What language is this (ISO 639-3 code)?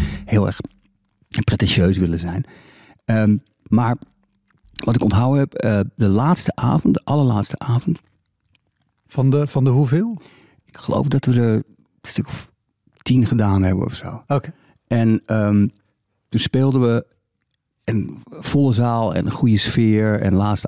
nld